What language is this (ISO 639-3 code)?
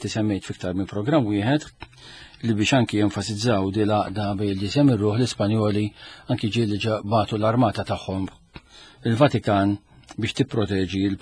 mlt